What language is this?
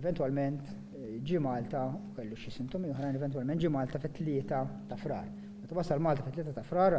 Maltese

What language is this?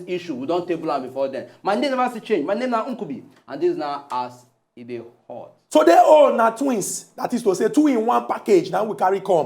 Nigerian Pidgin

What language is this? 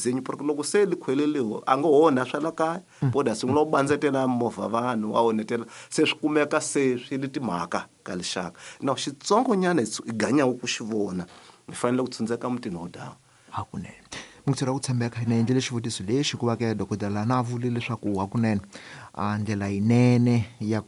Tsonga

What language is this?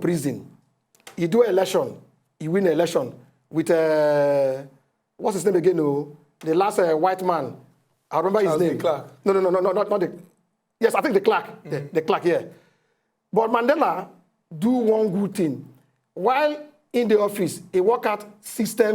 Nigerian Pidgin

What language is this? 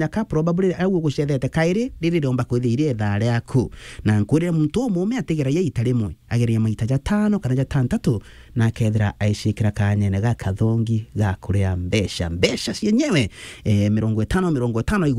Meru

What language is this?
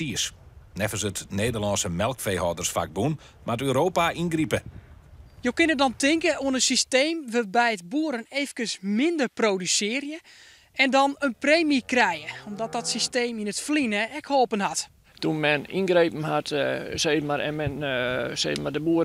Western Frisian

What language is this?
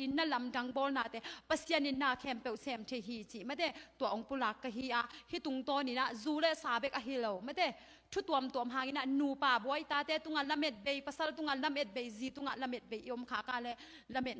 Tedim Chin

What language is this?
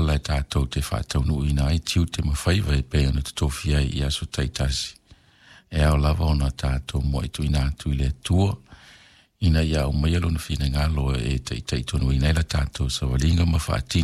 Samoan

